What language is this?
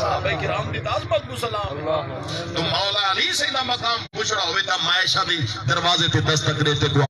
Saraiki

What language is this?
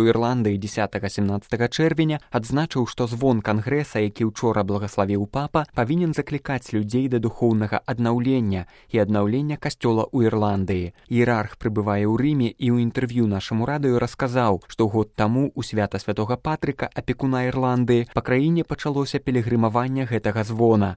Belarusian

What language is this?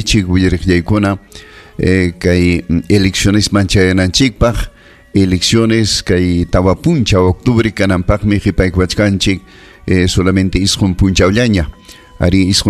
Ayacucho Quechua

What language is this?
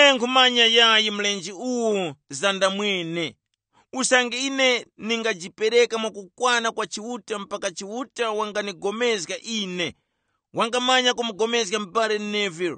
Tumbuka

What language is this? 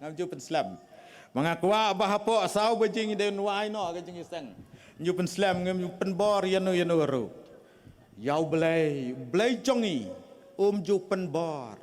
Khasi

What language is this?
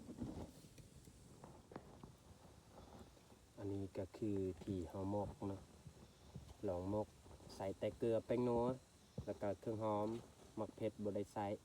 Lao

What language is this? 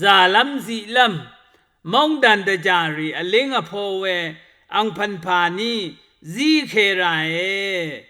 Rawang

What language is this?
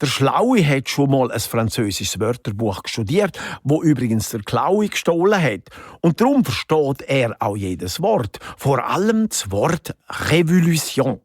Swiss German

